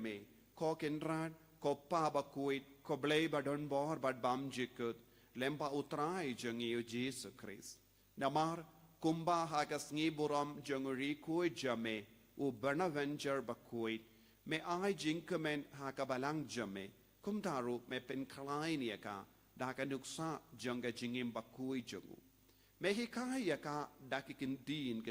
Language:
Khasi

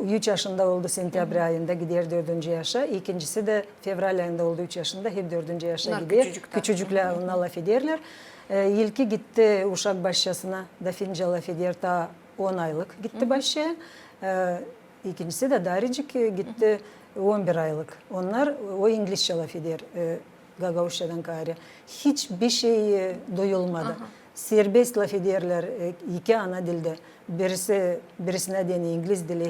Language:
Gagauz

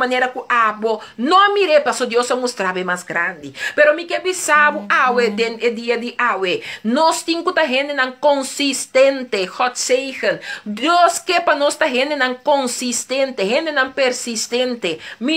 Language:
Papiamento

